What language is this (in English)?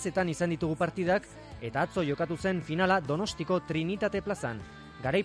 Basque